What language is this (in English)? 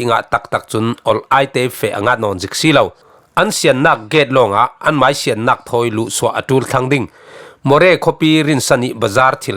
Falam Chin